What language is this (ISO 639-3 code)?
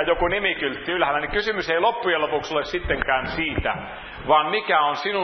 fin